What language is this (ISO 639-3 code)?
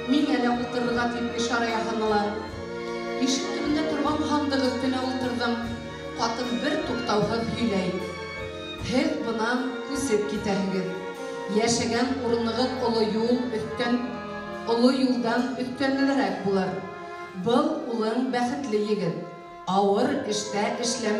bak